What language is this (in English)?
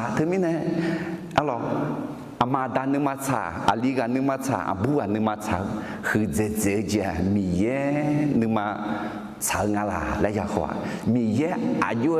Akha